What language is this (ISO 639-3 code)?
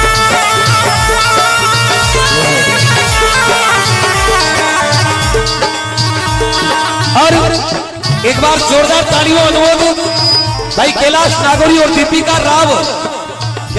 hin